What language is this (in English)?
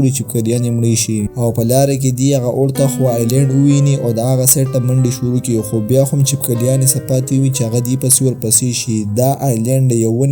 Pashto